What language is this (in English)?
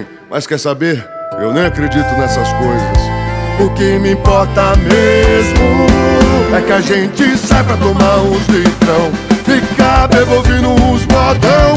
Portuguese